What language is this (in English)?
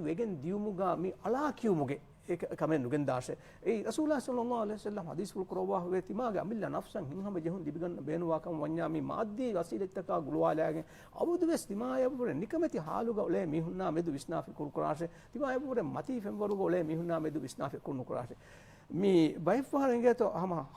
Divehi